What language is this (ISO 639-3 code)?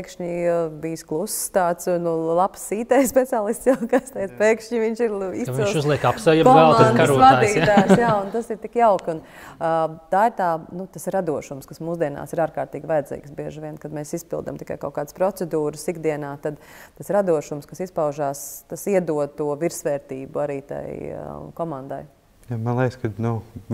lav